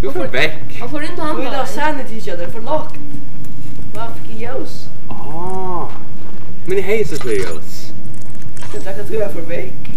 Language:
Faroese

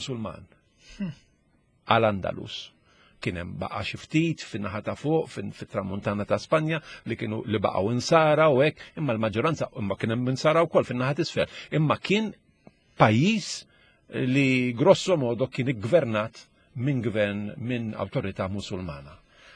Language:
Maltese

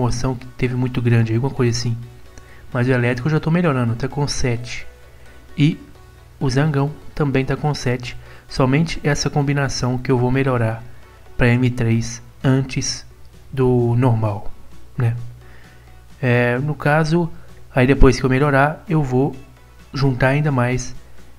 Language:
Portuguese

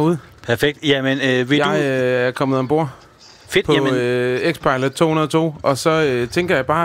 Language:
Danish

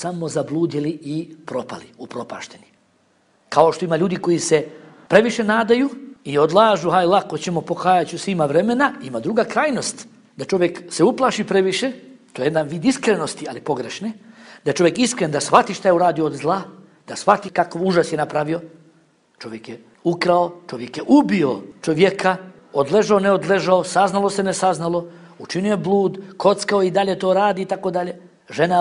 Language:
Bosnian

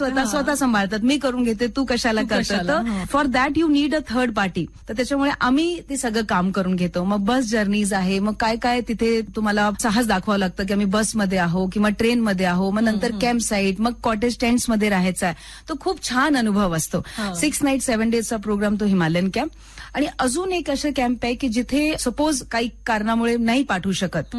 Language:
Marathi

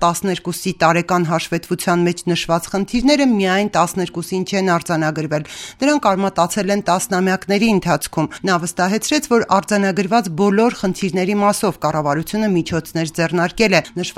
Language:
Armenian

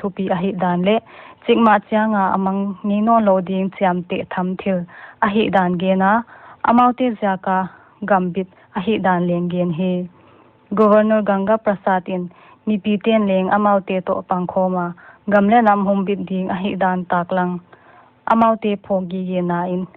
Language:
Paite Chin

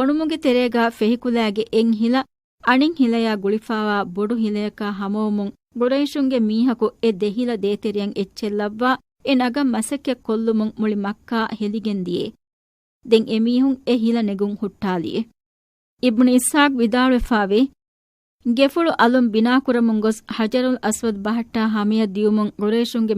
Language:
Divehi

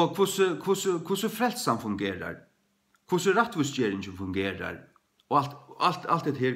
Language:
Faroese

